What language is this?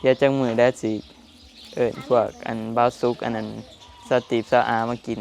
Northeastern Thai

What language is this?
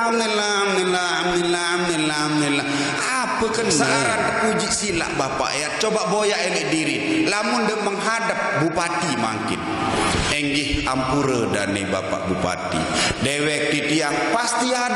Sasak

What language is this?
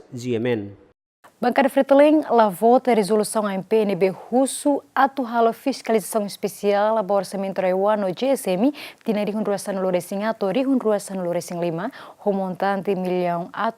Tetum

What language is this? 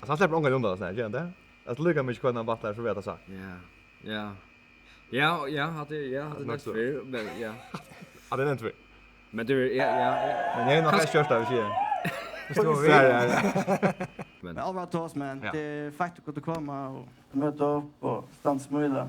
Faroese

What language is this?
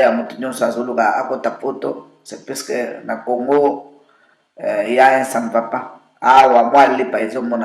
Lingala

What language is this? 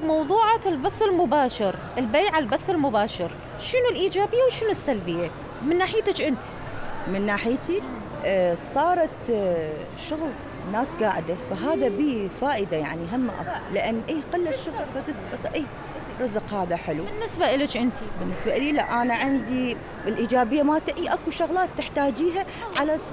Mesopotamian Arabic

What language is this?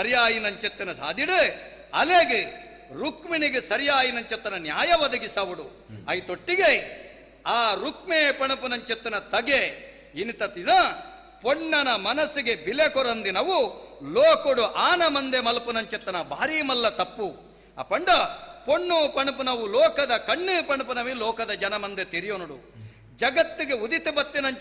Tulu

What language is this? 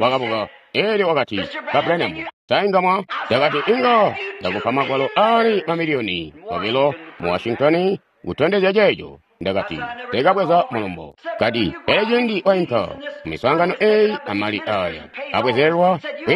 Tonga (Zambia)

